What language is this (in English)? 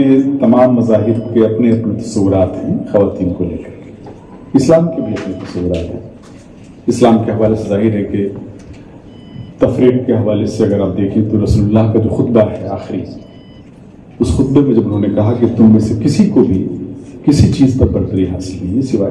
Urdu